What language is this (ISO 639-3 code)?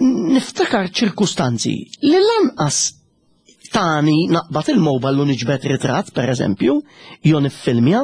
mlt